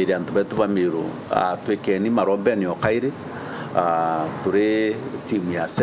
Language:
Meru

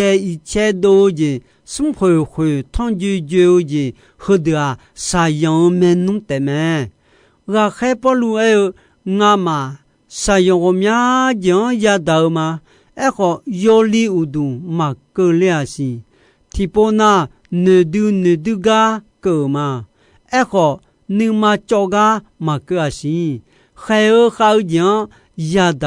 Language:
Akha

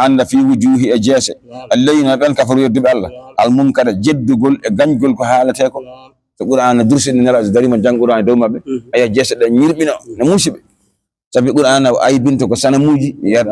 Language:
Fula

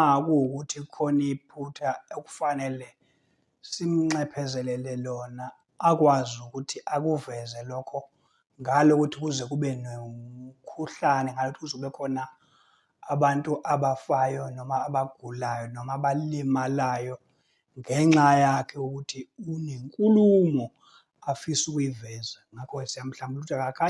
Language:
Zulu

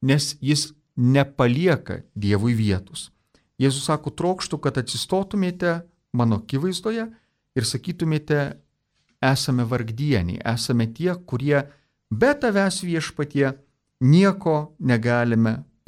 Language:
Lithuanian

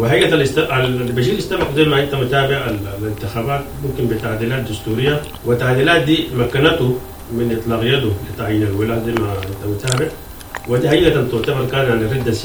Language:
Sudanese Arabic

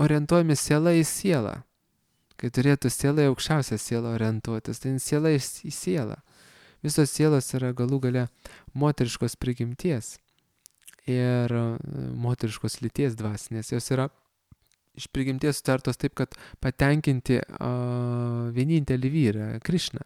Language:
Lithuanian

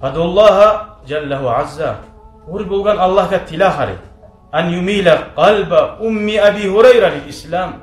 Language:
Kumyk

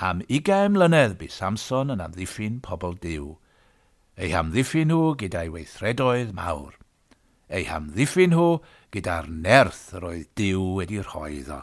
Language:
Welsh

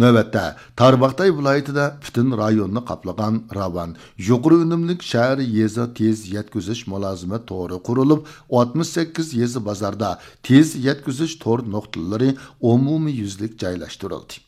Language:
Uyghur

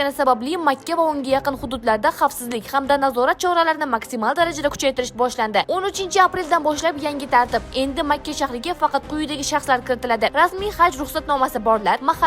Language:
Uzbek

